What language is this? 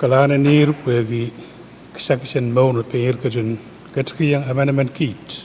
Pohnpeian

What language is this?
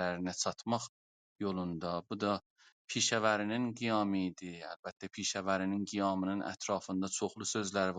South Azerbaijani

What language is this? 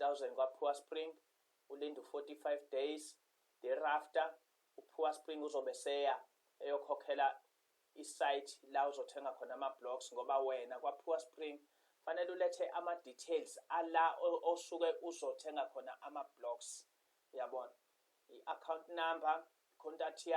Zulu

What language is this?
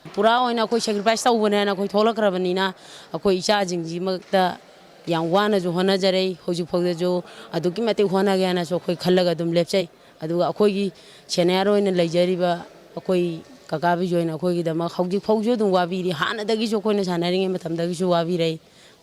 Manipuri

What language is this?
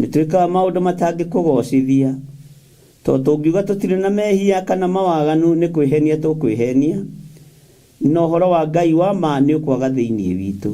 Kikuyu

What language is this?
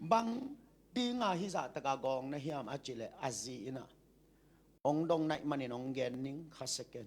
Tedim Chin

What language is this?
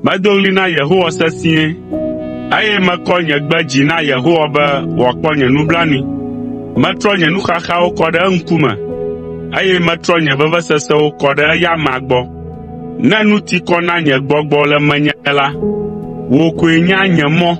Ewe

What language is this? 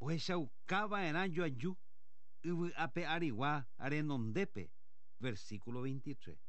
Guarani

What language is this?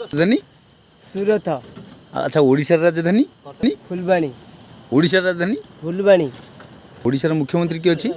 Odia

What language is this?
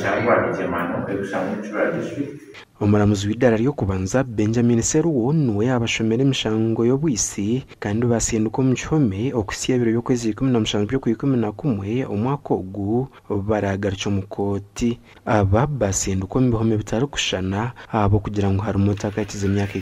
Nyankole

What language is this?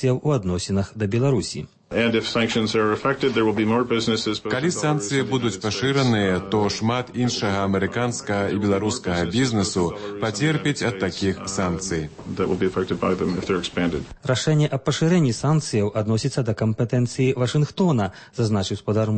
Belarusian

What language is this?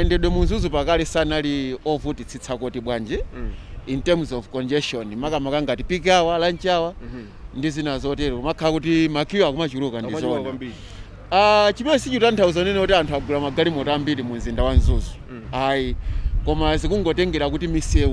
Nyanja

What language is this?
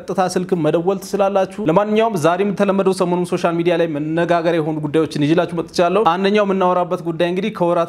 Amharic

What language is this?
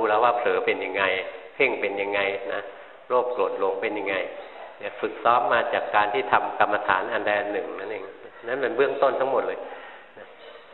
Thai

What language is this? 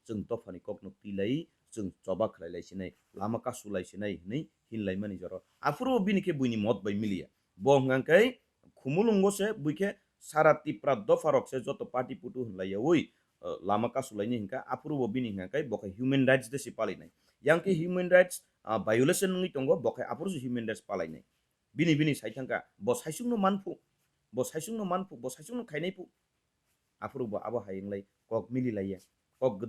Kok Borok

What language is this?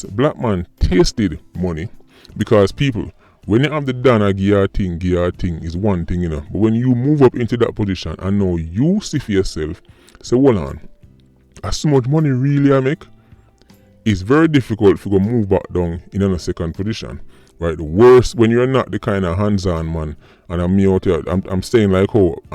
Jamaican Creole English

